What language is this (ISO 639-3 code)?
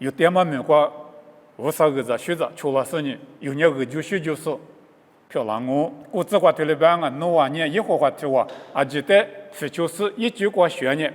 lis